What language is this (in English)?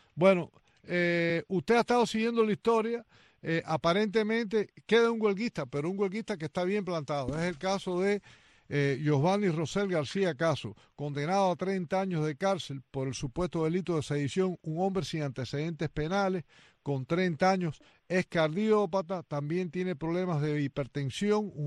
Spanish